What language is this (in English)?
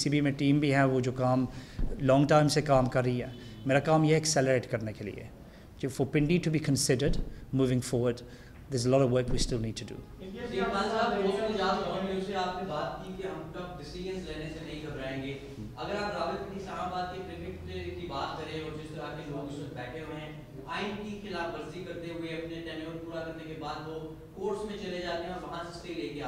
Urdu